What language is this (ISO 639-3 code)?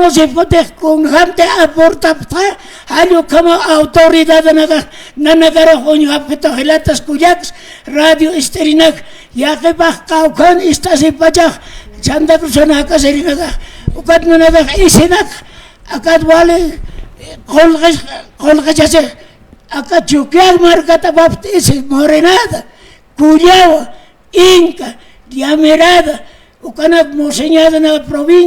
aym